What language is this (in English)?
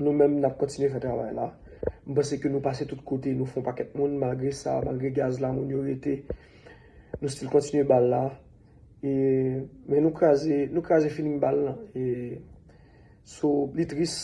Haitian Creole